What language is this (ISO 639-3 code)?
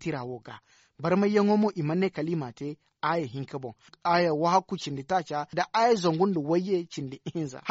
dje